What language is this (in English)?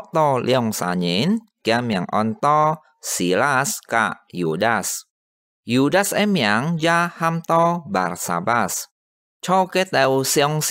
Hakka Chinese